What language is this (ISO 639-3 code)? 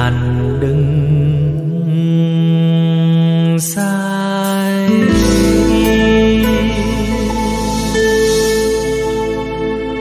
vie